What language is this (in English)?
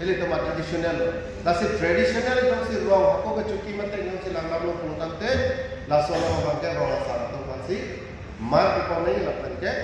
Karbi